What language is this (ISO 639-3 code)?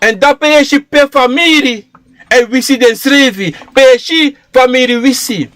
srn